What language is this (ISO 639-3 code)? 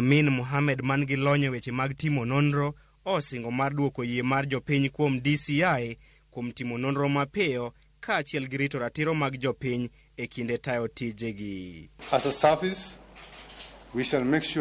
luo